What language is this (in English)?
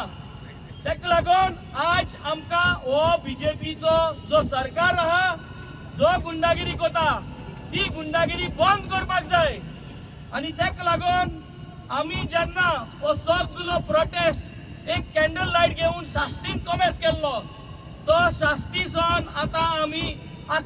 Konkani